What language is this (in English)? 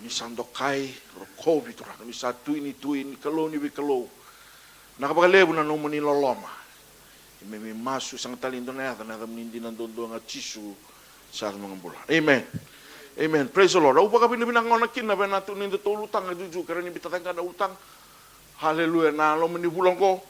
Fijian